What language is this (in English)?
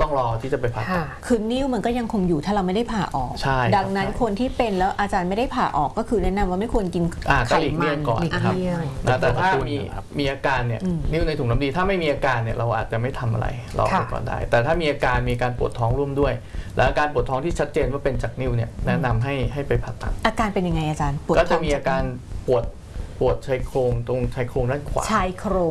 Thai